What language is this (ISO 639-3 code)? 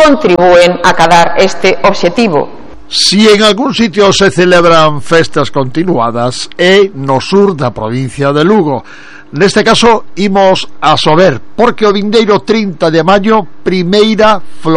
glg